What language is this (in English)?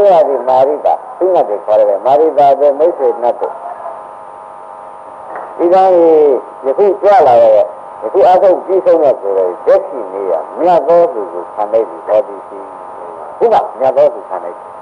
Burmese